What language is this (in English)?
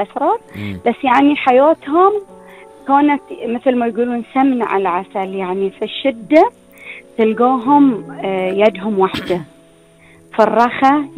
Gulf Arabic